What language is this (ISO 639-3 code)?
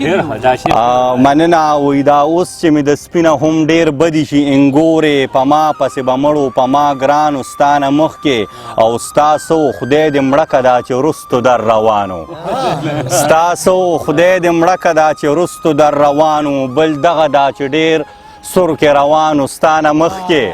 pus